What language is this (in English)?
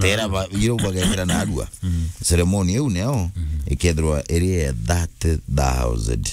Meru